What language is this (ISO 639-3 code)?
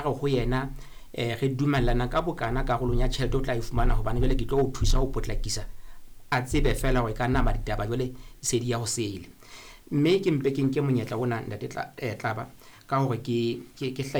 sot